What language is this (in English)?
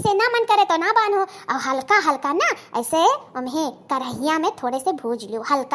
Awadhi